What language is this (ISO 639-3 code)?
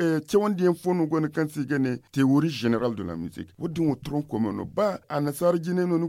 dje